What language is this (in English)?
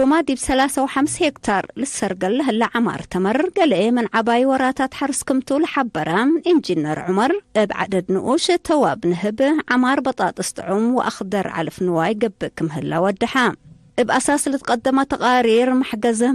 Tigre